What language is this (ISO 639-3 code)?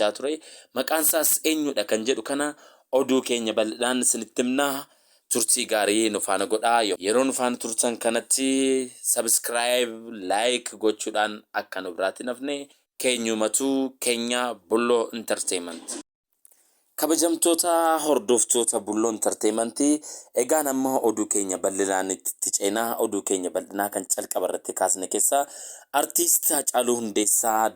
orm